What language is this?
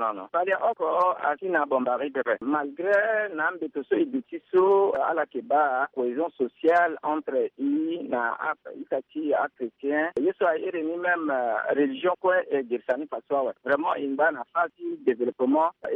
Sango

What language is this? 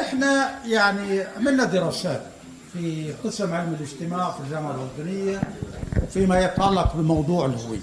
North Levantine Arabic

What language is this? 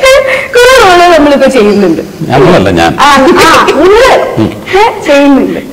Malayalam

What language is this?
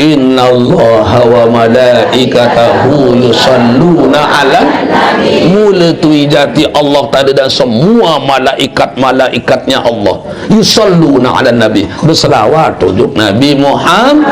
Sasak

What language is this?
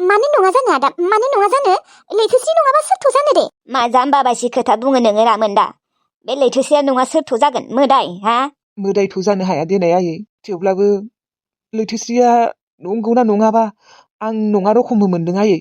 Bodo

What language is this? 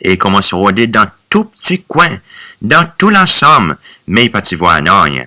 Seselwa Creole French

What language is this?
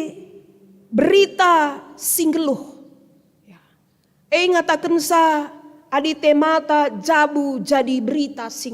Batak Karo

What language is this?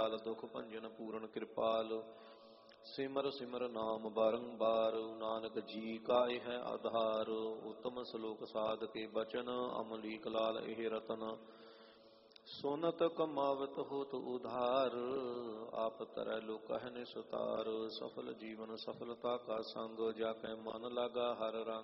Punjabi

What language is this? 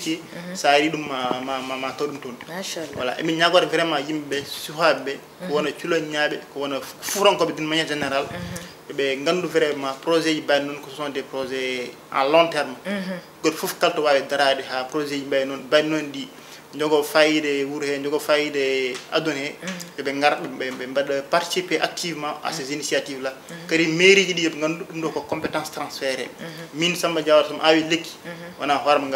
Fula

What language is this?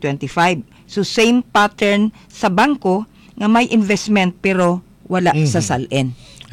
Cebuano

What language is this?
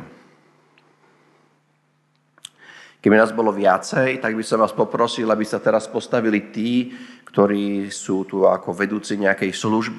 Slovak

